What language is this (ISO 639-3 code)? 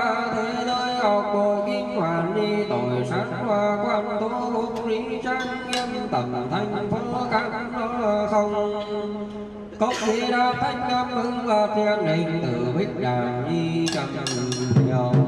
vie